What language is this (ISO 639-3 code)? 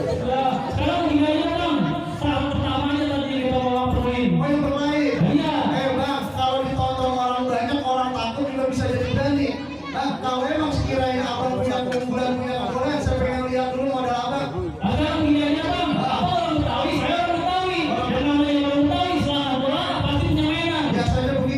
bew